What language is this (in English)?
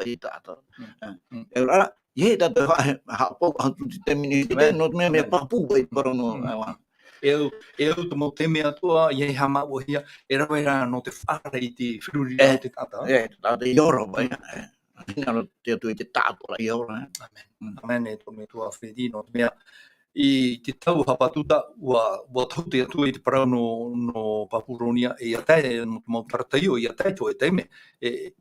Tahitian